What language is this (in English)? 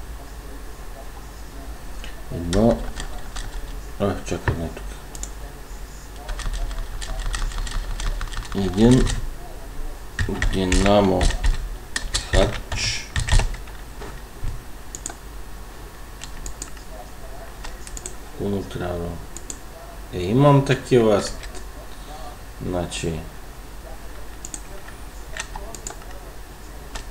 Bulgarian